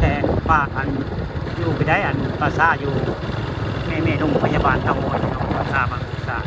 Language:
Northeastern Thai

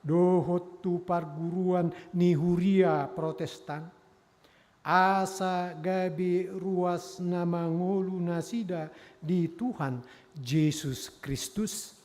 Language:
Batak Toba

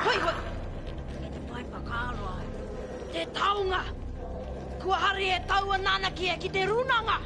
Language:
Māori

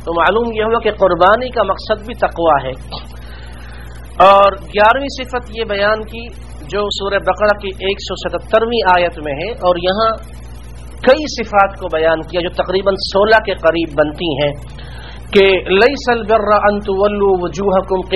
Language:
Urdu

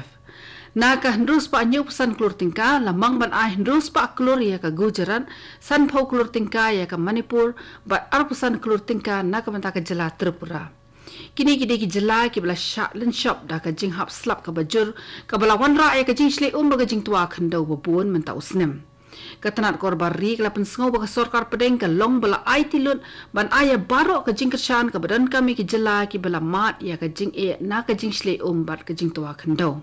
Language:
Khasi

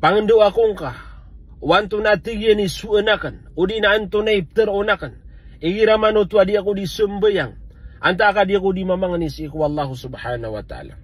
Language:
Maranao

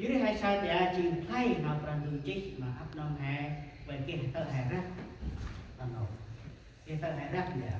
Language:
Central Mnong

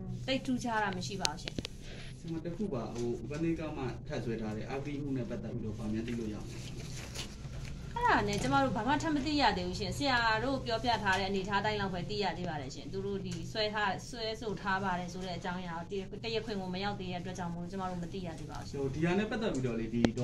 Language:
Burmese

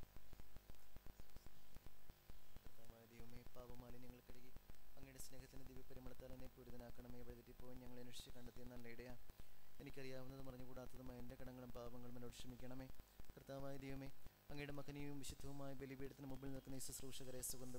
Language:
Malayalam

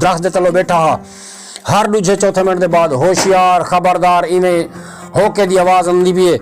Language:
Saraiki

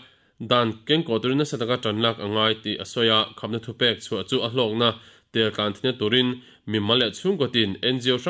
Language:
Mizo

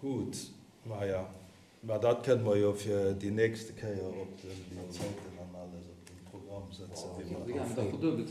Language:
Luxembourgish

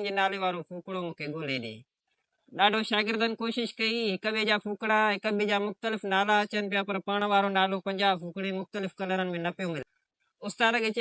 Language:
Sindhi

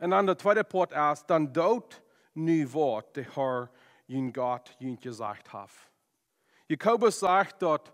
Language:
Plautdietsch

